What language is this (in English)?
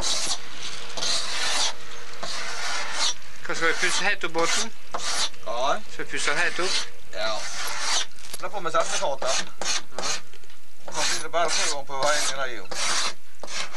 Norwegian